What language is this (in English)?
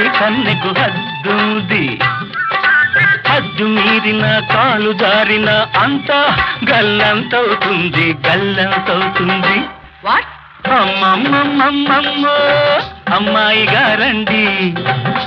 Telugu